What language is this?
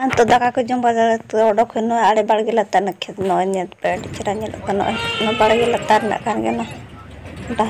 Santali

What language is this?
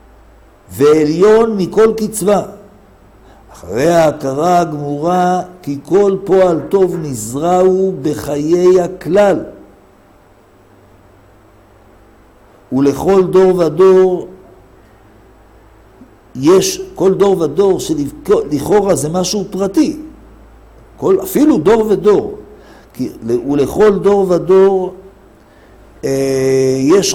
Hebrew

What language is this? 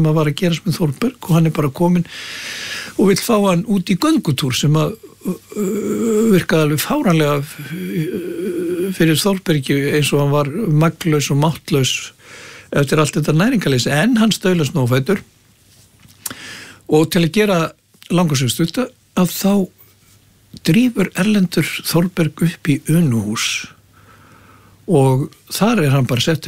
Icelandic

